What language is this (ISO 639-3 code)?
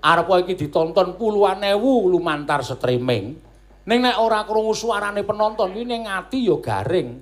jav